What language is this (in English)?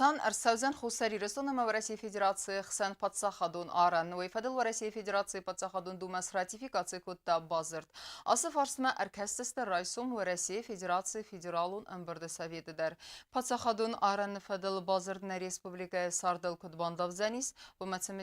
Ossetic